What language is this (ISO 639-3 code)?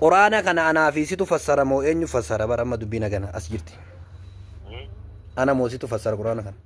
orm